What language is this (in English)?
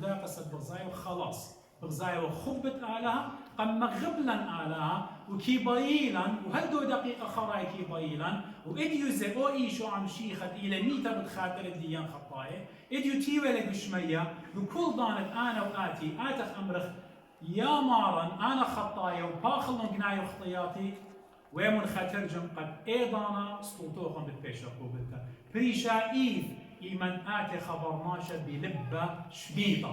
Assyrian Neo-Aramaic